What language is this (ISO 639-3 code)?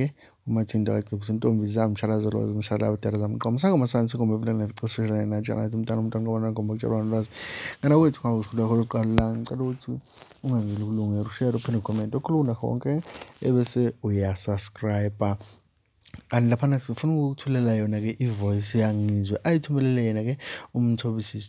zul